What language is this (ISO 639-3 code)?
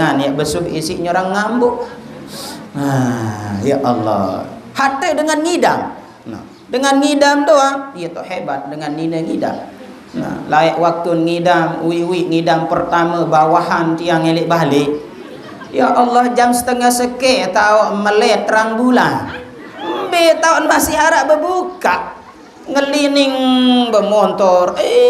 sas